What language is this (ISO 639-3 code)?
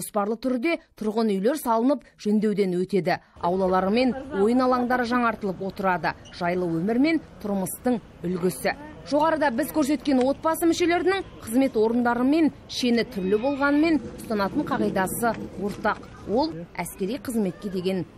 kaz